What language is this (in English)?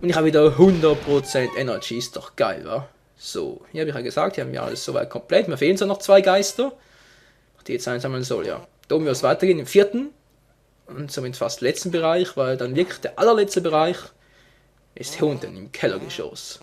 Swiss German